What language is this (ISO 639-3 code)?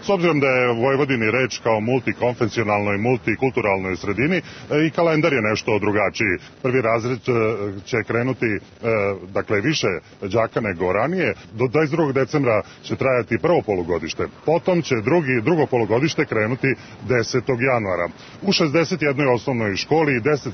srp